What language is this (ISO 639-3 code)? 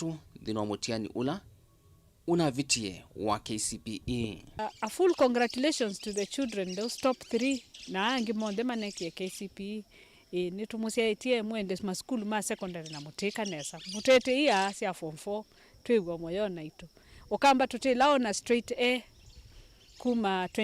kam